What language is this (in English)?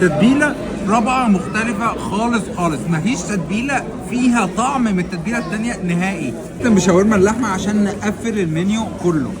Egyptian Arabic